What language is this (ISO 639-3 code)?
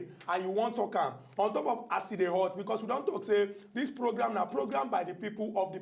pcm